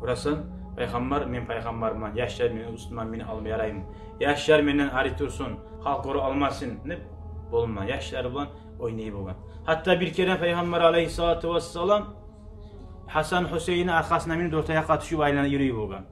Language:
Kumyk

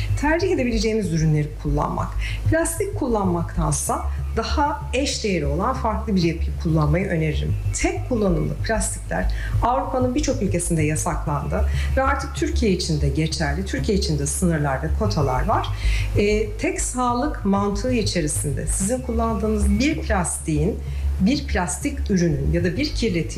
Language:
Turkish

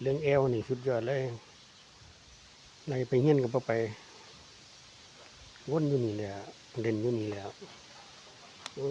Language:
Lao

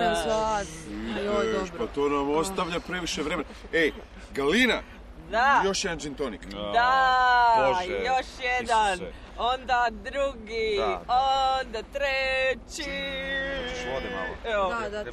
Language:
Croatian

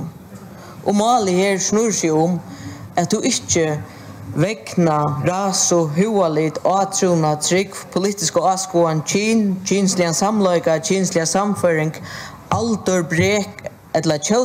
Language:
Faroese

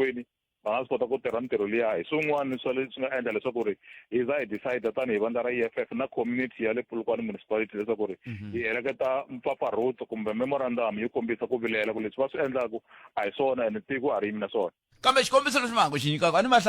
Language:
Tsonga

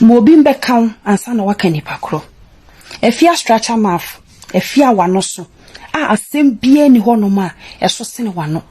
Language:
Akan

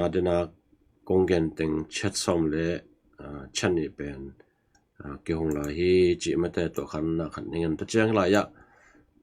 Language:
Tedim Chin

